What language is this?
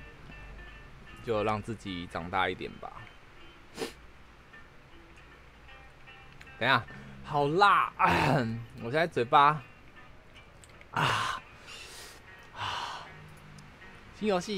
Chinese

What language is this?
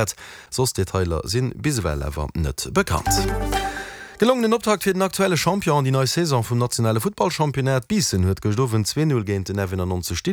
Luxembourgish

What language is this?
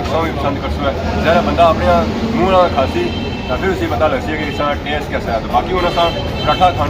Pahari-Potwari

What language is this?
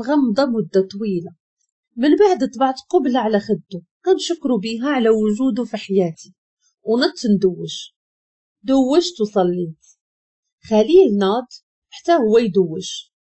Moroccan Arabic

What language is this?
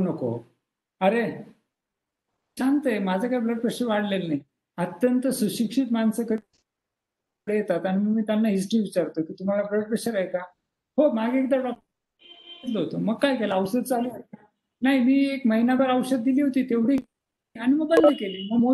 Marathi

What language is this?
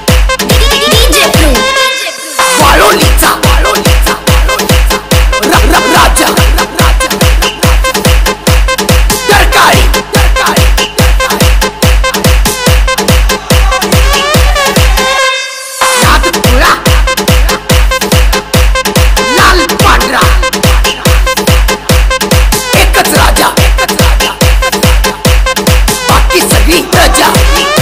Marathi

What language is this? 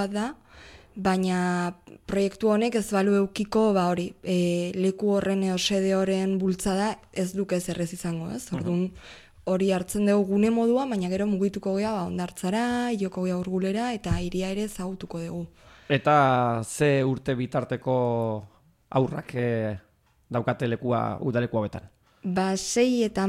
Basque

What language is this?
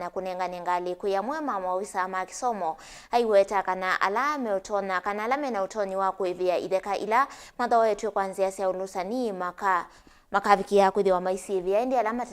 Kamba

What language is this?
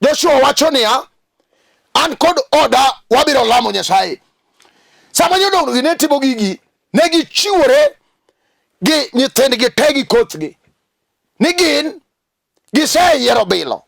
Luo (Kenya and Tanzania)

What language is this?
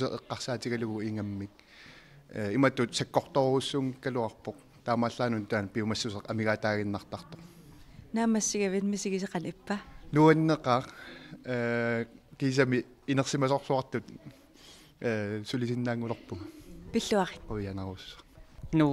Kalaallisut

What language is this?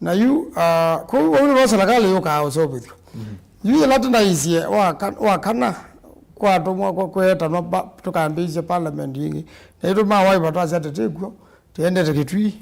Kamba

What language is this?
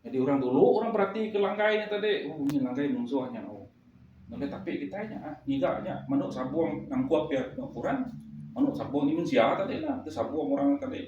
Iban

